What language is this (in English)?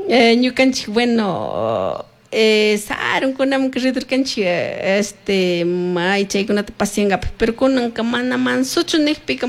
Chimborazo Highland Quichua